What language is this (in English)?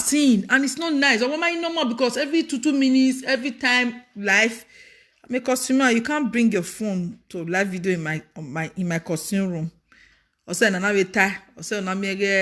Nigerian Pidgin